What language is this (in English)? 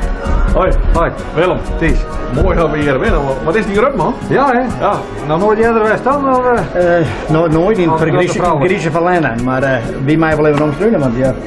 Western Frisian